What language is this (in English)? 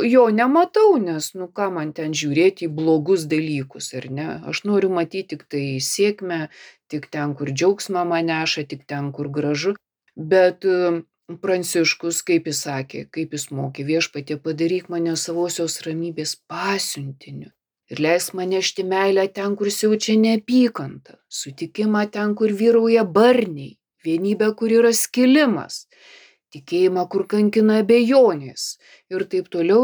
Lithuanian